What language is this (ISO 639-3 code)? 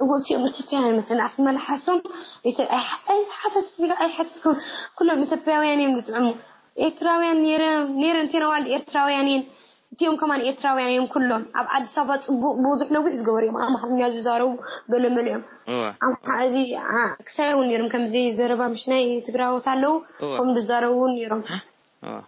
tir